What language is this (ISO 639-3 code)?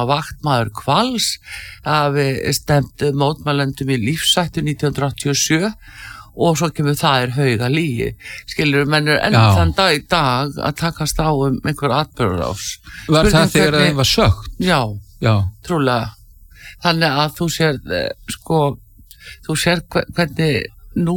isl